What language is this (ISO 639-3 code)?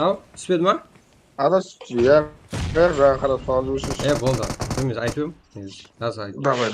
kaa